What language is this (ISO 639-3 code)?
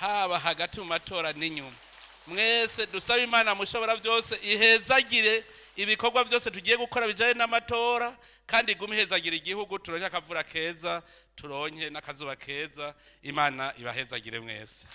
run